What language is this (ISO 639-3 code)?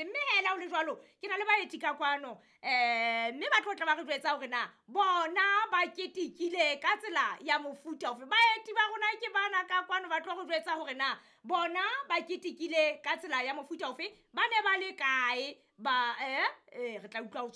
sot